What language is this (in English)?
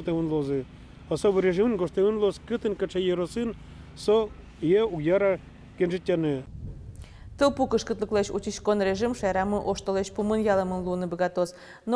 Udmurt